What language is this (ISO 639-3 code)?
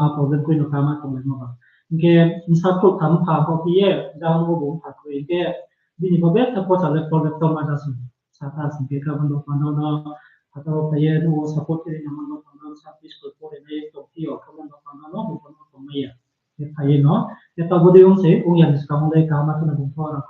ria